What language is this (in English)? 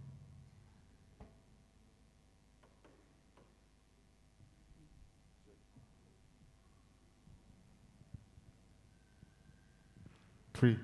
Poumei Naga